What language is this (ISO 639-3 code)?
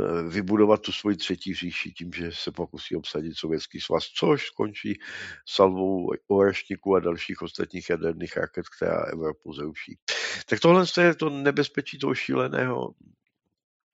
ces